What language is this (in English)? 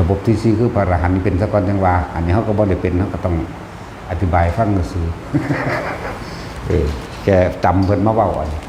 Northeastern Thai